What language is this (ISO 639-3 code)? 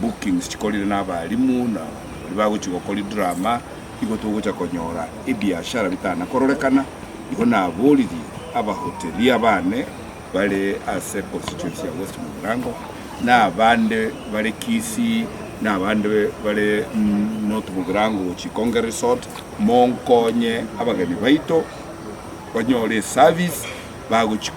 guz